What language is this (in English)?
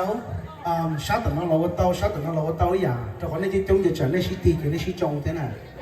Hmong